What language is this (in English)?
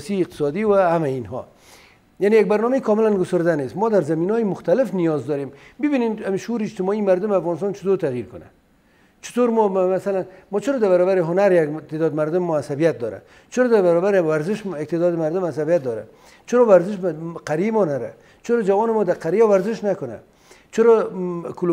Persian